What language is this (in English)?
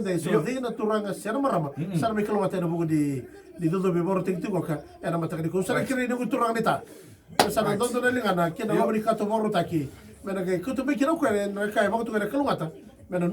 Fijian